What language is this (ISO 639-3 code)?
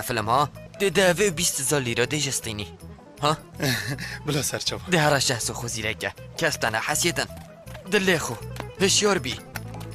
kur